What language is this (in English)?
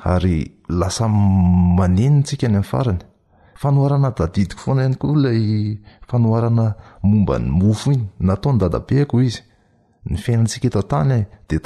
Malagasy